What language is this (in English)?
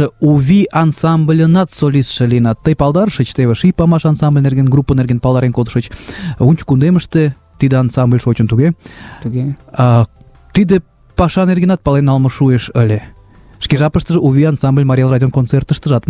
Mari